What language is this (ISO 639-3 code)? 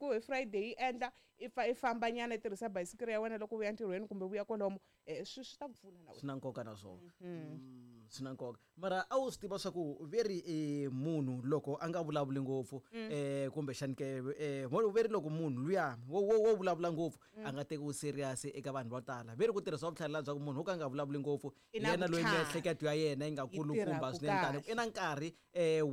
tso